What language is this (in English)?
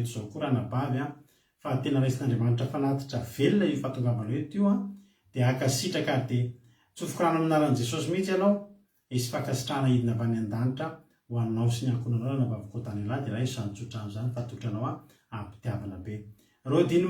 Malagasy